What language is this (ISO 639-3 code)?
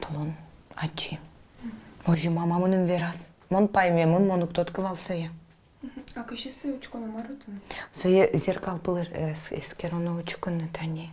udm